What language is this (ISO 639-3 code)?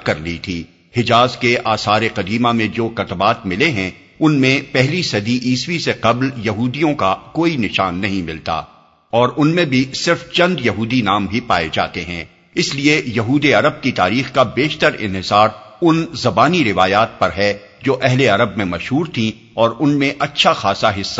urd